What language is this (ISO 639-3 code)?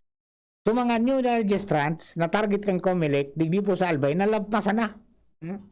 bik